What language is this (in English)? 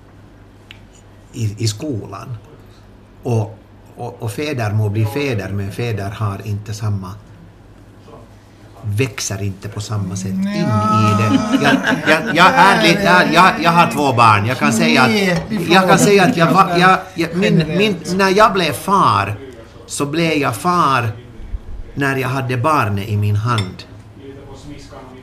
Swedish